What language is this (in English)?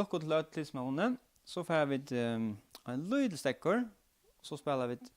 Faroese